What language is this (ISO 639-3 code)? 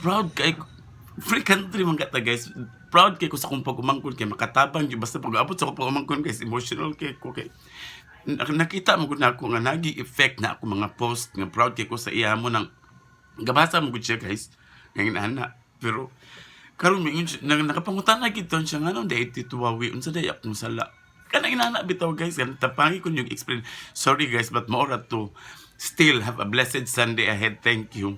ceb